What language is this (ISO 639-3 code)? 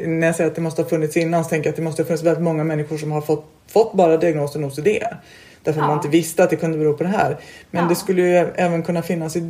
swe